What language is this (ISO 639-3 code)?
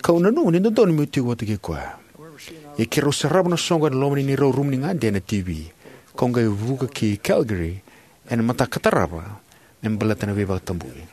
fij